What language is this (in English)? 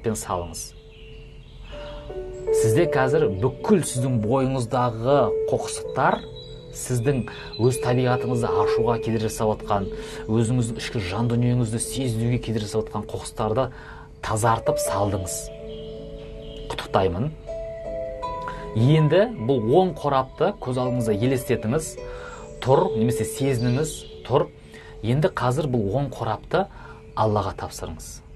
Kazakh